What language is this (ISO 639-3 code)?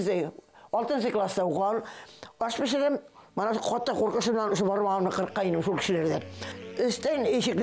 bak